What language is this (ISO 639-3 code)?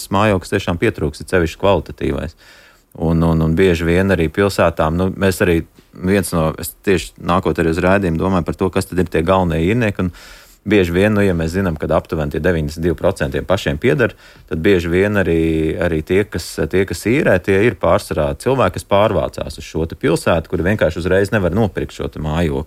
lav